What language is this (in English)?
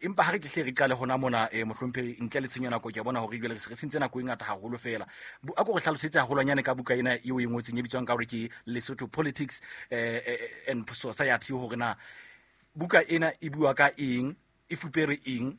Southern Sotho